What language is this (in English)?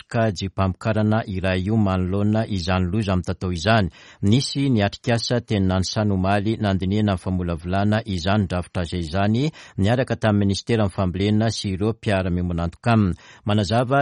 Malagasy